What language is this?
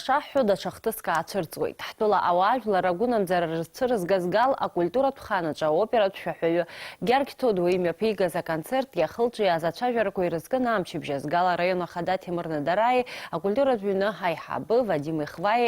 Abkhazian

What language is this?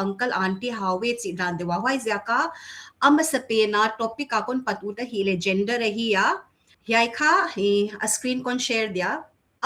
Paite Chin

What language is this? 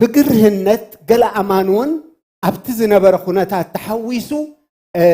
Tigrinya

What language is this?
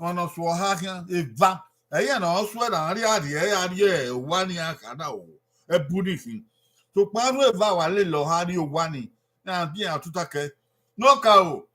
Bini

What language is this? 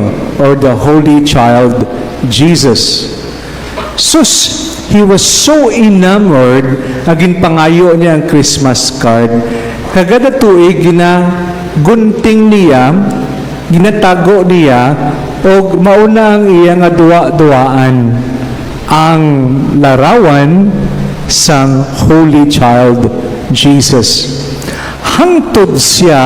Cebuano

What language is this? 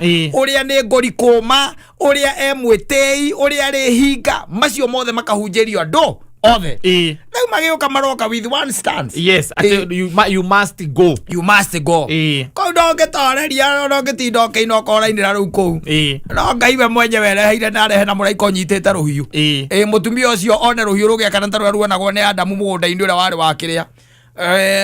Kikuyu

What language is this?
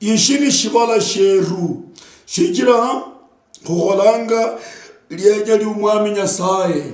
Luyia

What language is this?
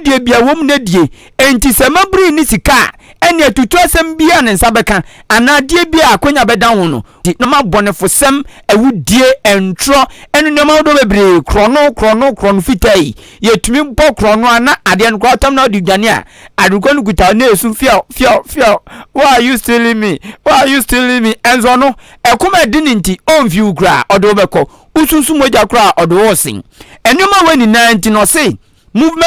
Akan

